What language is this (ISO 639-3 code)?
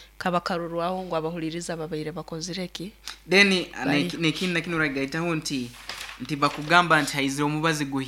nyn